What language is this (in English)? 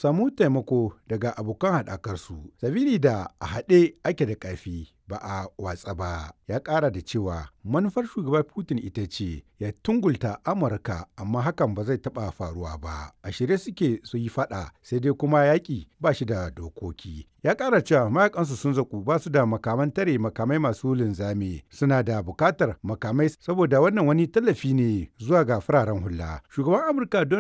Hausa